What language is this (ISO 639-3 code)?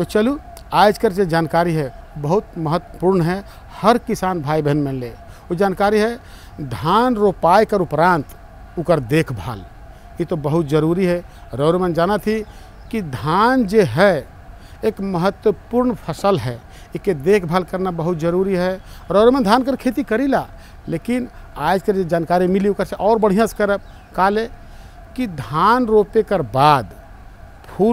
hin